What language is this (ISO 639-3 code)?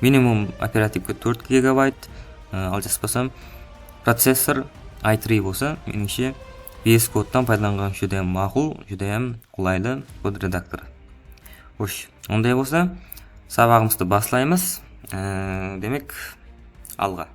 kaa